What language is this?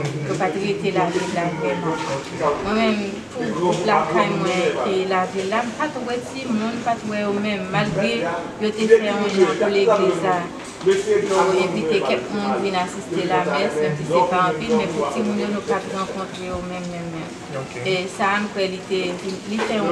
Haitian Creole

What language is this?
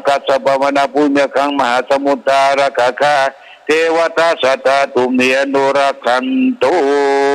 Pali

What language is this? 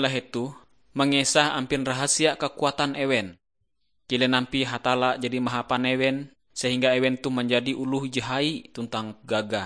Ngaju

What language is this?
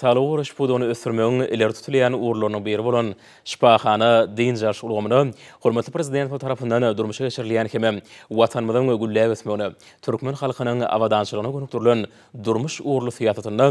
Turkmen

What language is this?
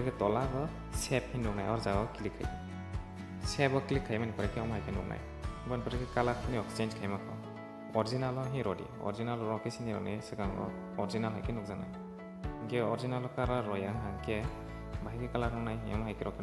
Kok Borok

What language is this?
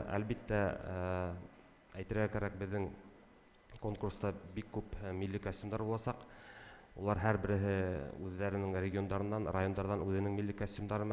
Bashkir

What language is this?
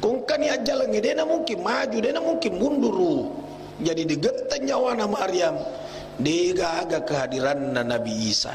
Buginese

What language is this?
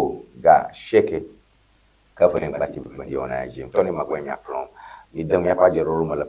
Ewe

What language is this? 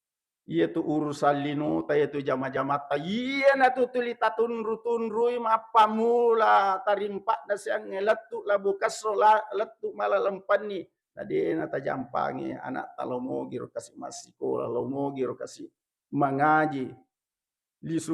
Buginese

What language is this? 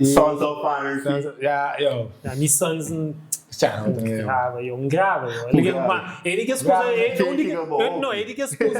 Kabuverdianu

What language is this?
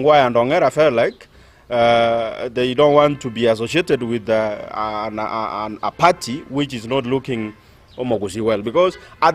Gusii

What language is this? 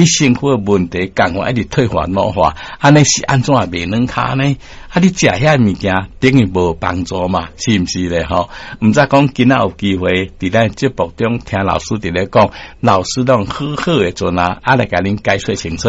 Min Nan Chinese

